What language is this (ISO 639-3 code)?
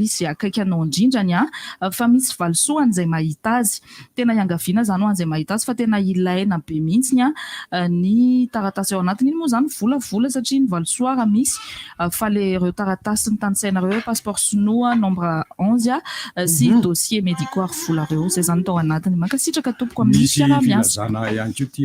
mlg